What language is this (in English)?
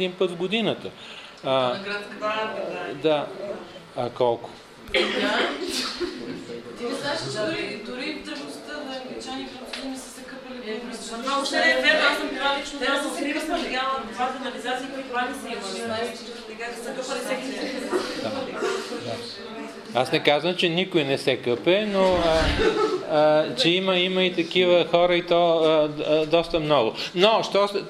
Bulgarian